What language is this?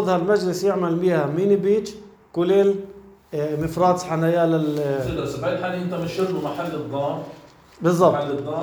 North Levantine Arabic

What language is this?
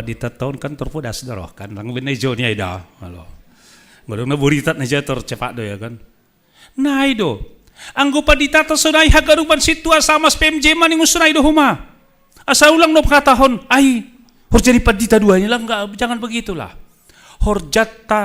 Batak Simalungun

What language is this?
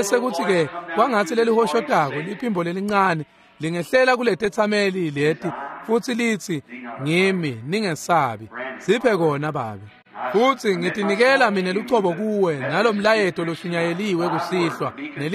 Swati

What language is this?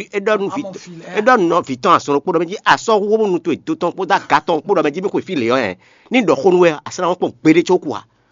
Fon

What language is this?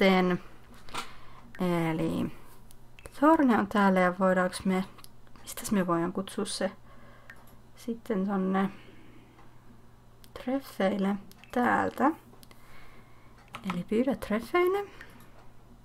Finnish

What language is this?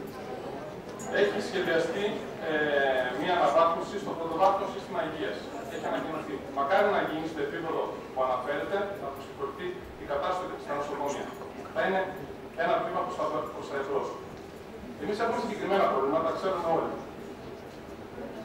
Greek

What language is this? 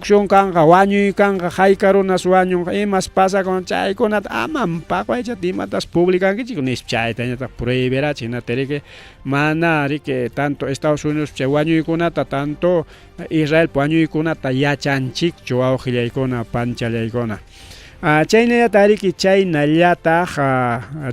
Ayacucho Quechua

